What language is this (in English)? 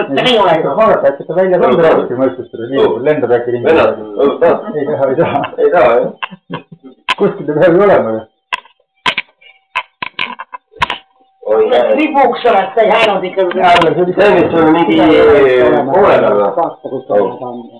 Estonian